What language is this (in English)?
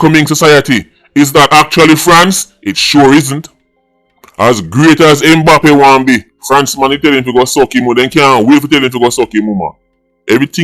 Jamaican Creole English